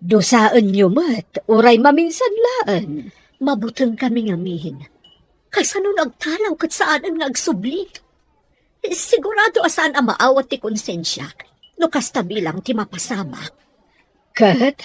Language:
Iloko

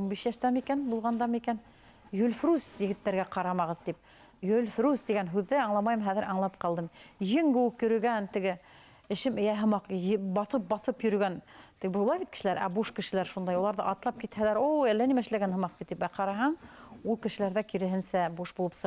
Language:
Bashkir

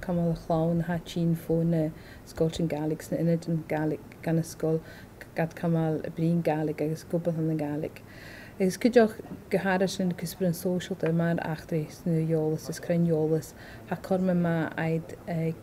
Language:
Scottish Gaelic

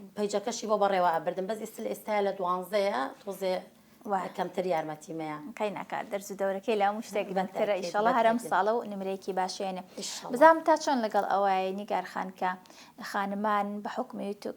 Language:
Central Kurdish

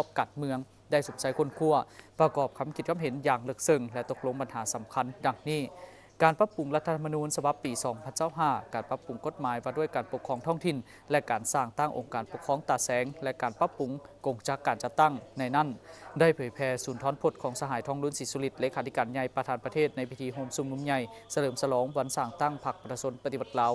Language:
Lao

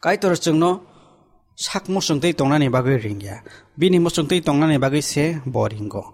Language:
Kok Borok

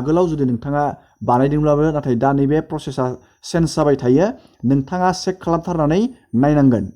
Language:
Bodo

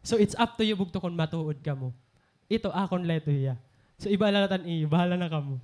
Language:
Waray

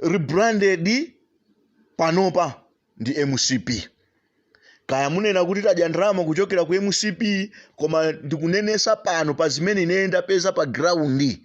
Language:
Nyanja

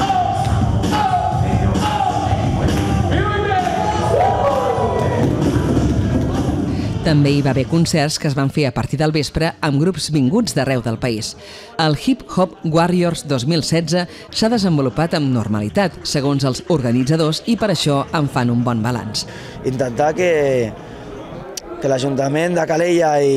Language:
Catalan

